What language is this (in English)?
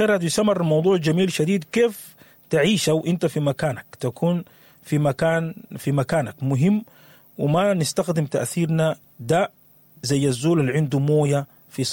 Sudanese Arabic